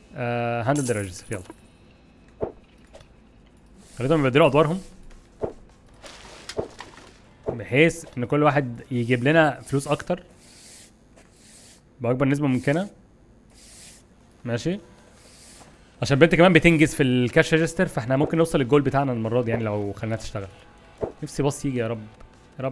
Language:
Egyptian Arabic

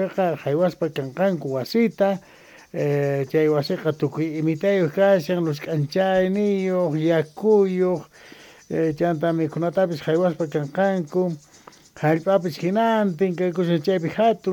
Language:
South Bolivian Quechua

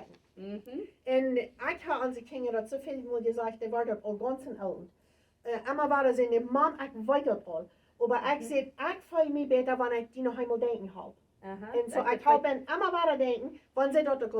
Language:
Plautdietsch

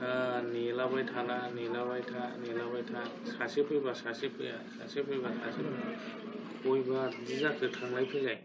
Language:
Bodo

